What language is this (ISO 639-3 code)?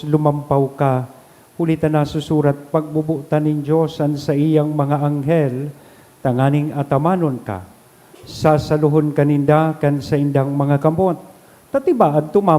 bik